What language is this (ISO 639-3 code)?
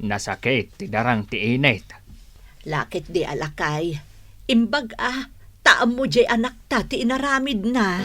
ilo